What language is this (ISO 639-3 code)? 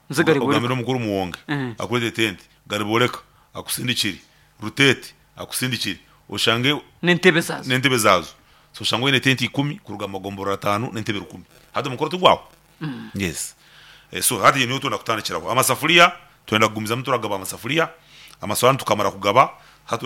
nyn